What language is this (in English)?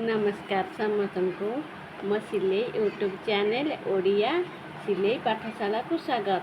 Odia